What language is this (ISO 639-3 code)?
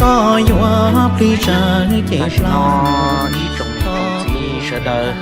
hmn